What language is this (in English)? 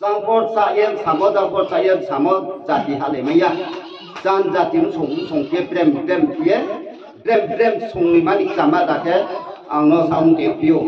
Riang (India)